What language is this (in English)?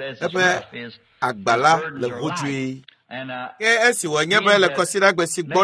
Ewe